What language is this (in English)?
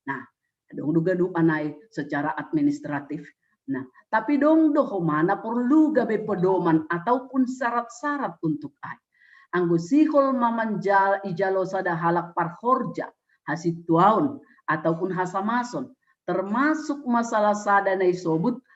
Batak Simalungun